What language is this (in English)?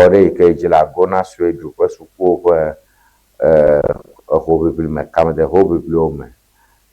Ewe